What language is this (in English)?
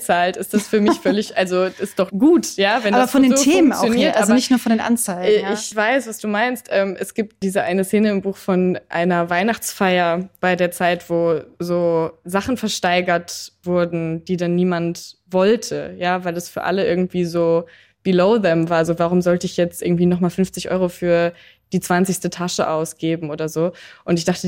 German